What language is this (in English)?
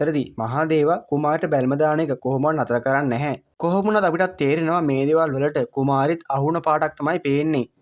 Sinhala